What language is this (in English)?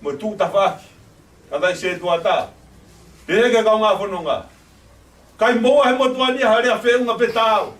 Tongan